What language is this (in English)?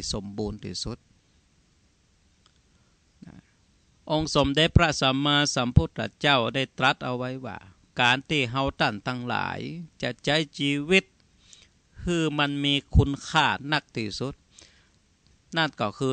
Thai